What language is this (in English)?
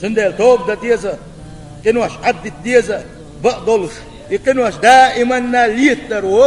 Chechen